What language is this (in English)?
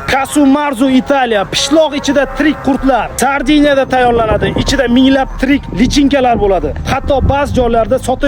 Uzbek